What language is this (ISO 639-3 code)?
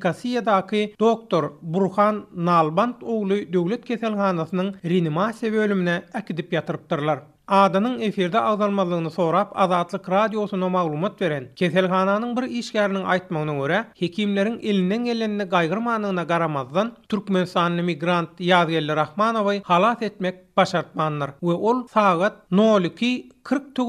tuk